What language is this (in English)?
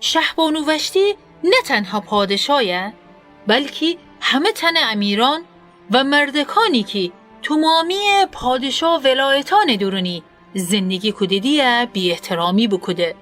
Gilaki